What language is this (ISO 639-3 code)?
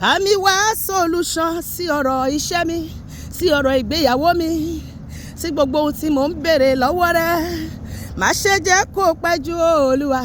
yor